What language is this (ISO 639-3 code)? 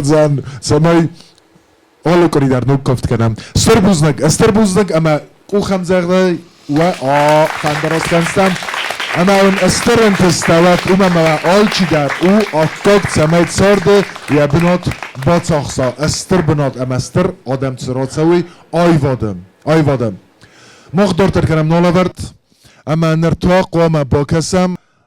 oss